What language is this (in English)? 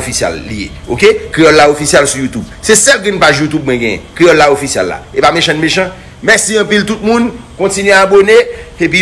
Haitian Creole